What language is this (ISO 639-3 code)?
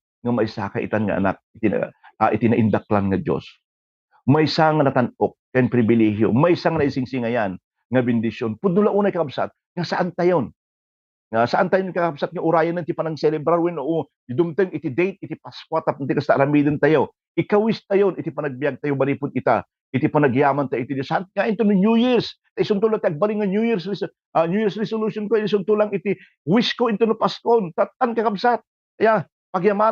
ilo